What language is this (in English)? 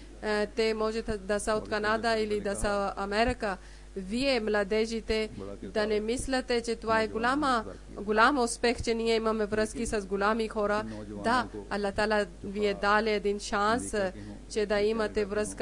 Bulgarian